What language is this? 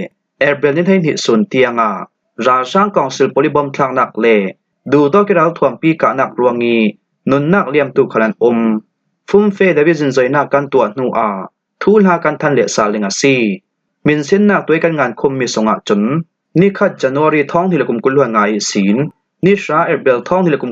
Falam Chin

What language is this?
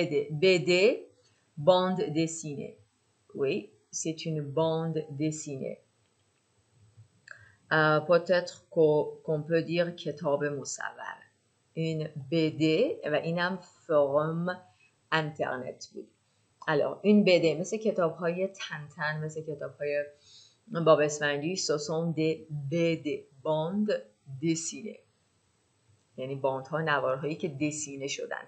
Persian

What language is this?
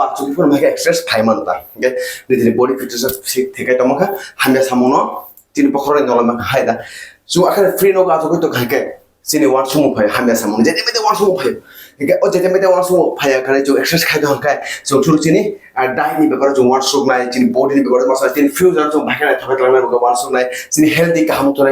Kok Borok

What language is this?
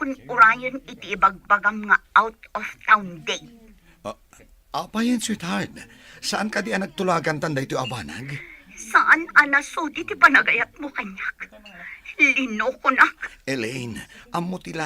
Iloko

